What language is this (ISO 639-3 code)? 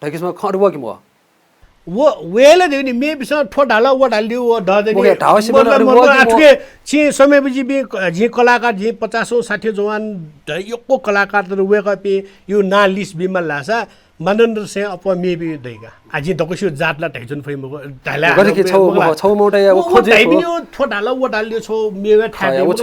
new